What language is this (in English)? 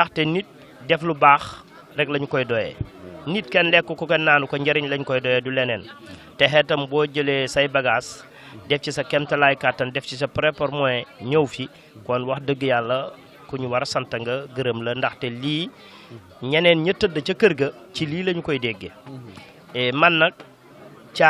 Wolof